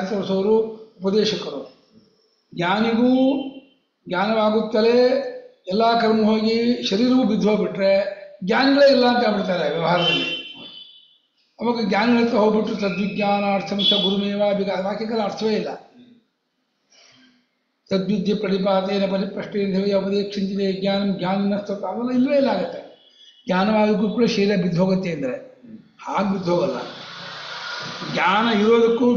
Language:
Kannada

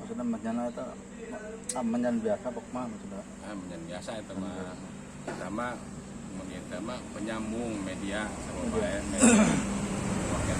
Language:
Sundanese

